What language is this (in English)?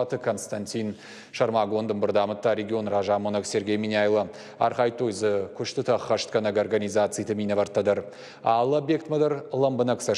Ossetic